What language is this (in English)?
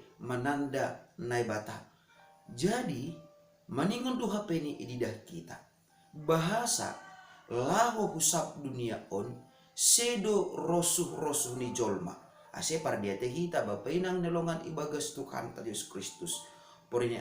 Batak Simalungun